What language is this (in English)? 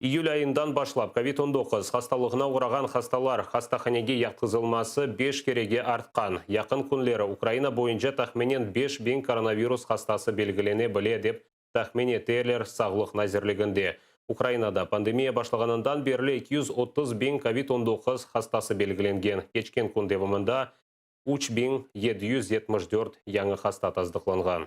Crimean Tatar